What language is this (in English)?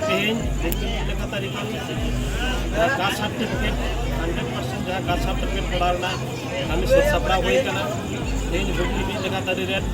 Santali